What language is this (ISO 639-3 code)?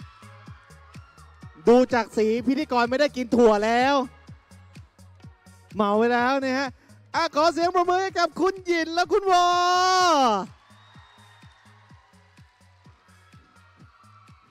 tha